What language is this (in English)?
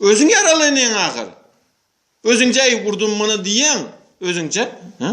Turkmen